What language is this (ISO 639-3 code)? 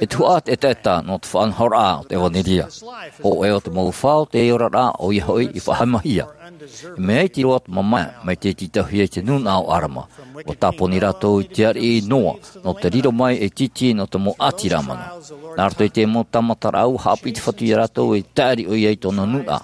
tah